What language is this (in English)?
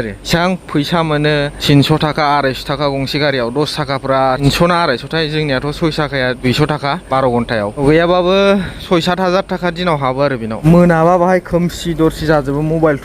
Bodo